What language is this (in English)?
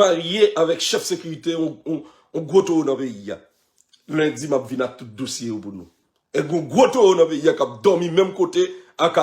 Haitian Creole